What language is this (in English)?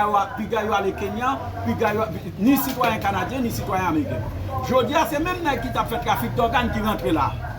Haitian Creole